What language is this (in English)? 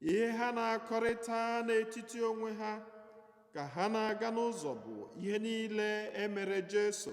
Igbo